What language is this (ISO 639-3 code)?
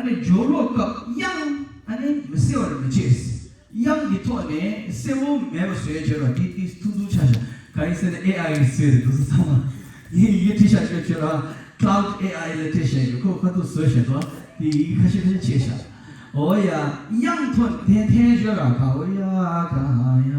bod